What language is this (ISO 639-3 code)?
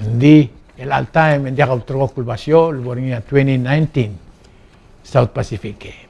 pau